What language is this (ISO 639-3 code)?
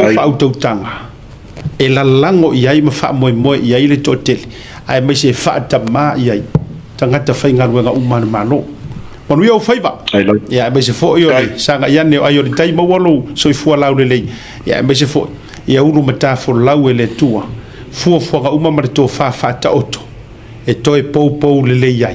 smo